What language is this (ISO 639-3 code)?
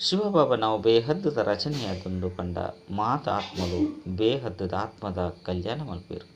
tcy